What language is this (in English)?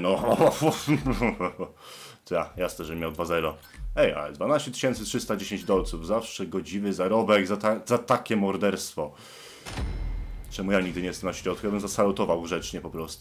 Polish